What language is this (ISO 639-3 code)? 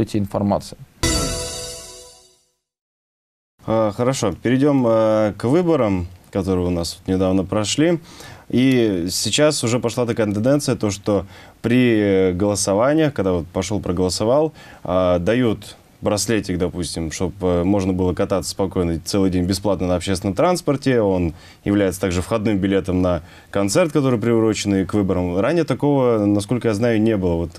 rus